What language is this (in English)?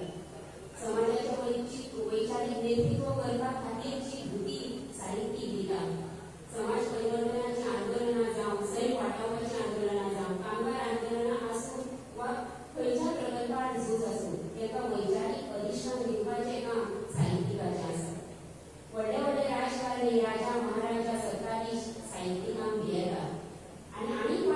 Konkani